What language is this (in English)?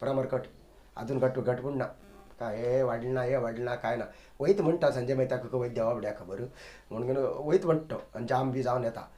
Konkani